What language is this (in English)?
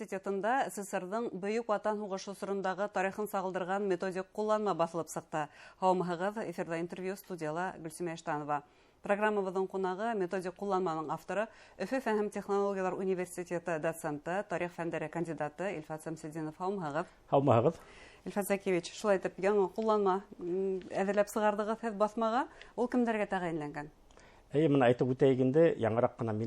Bashkir